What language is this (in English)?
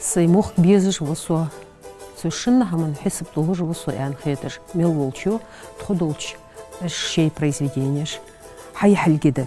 Ingush